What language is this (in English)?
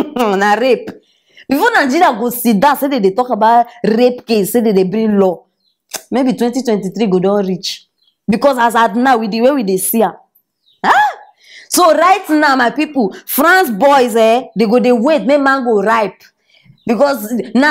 Nigerian Pidgin